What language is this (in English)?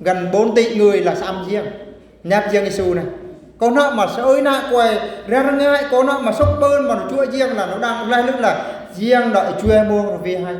Eastern Bru